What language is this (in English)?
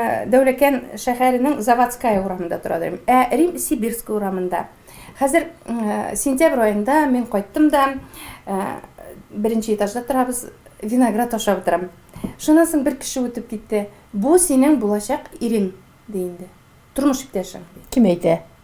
Tatar